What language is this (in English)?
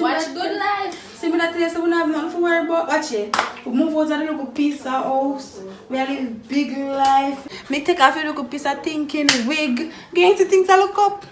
Jamaican Creole English